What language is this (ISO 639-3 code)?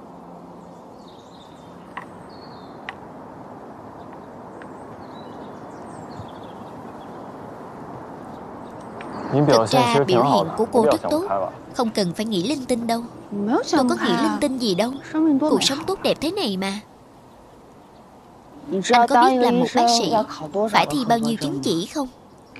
vie